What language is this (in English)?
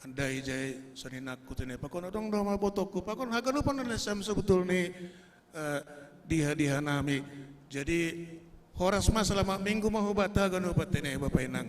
Batak Simalungun